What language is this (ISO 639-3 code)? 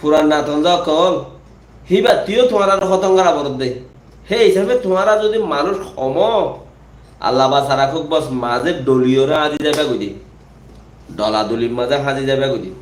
rhg